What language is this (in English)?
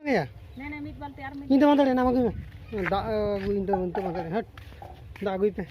Santali